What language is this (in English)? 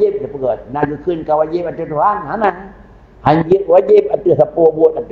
Achinese